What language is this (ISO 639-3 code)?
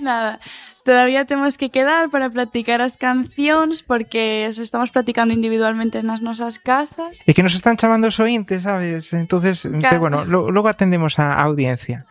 glg